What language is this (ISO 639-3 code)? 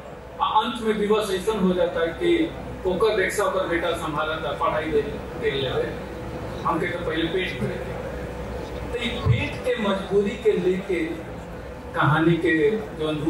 bho